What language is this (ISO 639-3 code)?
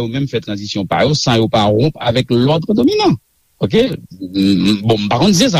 hat